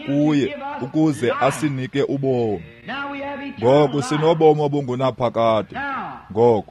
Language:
Xhosa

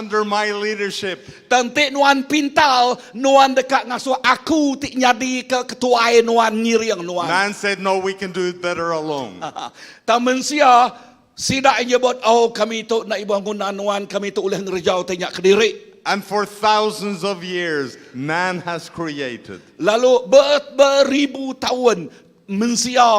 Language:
Iban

